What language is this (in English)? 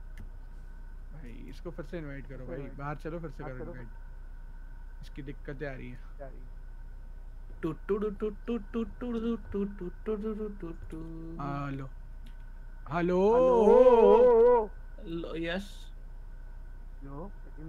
Hindi